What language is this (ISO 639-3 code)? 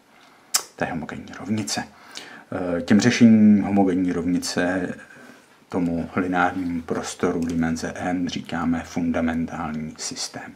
ces